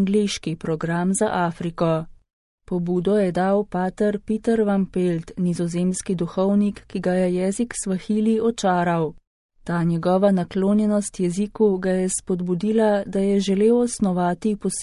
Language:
Slovenian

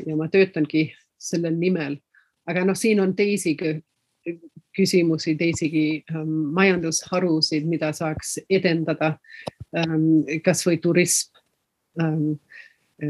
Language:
Estonian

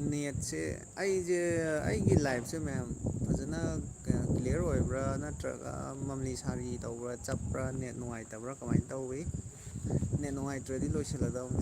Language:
Manipuri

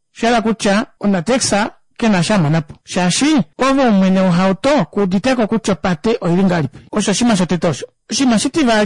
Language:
Kuanyama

